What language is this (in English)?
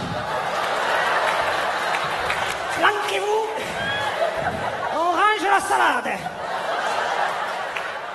French